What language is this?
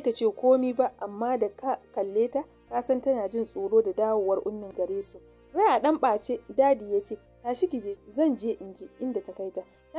Hausa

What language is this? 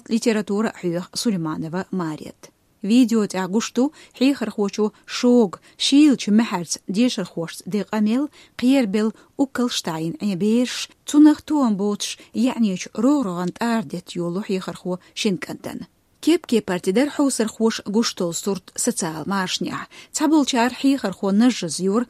Chechen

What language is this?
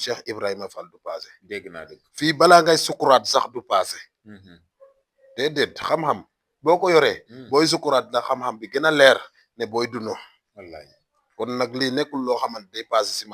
Wolof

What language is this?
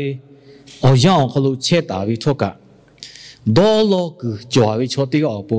Lahu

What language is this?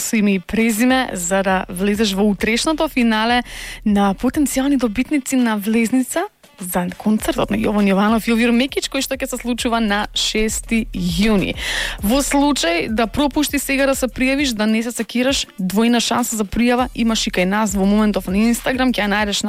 Macedonian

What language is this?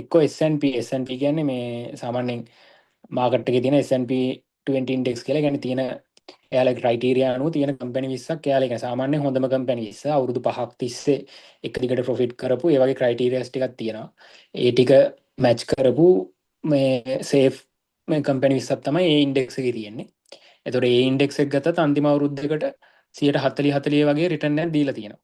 Sinhala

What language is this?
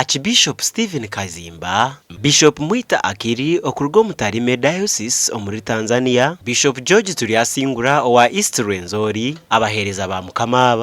Nyankole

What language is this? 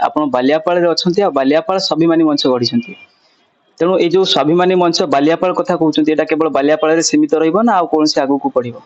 Odia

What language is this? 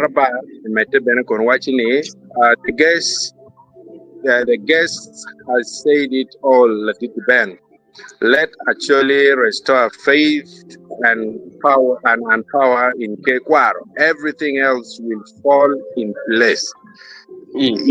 Acoli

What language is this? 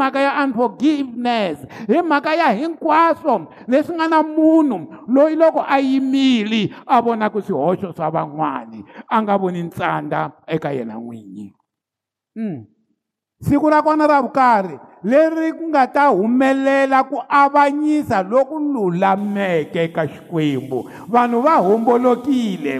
Tsonga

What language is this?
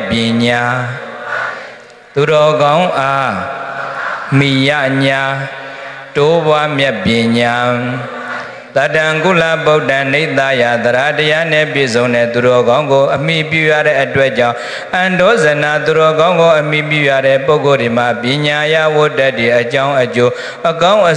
Burmese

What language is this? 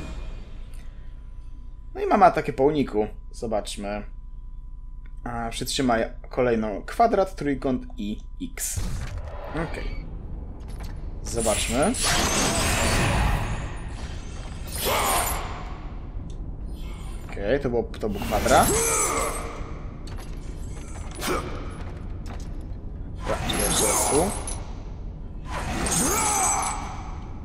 Polish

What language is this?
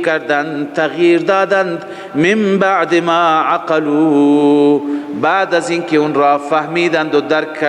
Persian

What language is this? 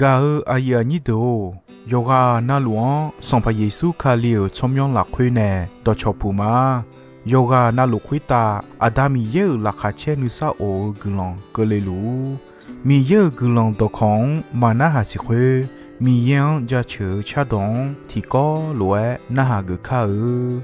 Akha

